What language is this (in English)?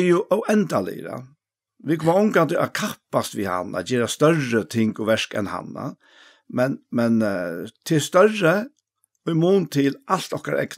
Faroese